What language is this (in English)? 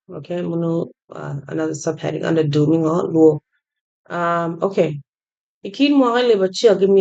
Acoli